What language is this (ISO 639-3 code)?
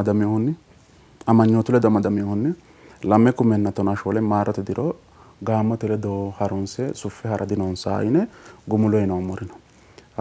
sid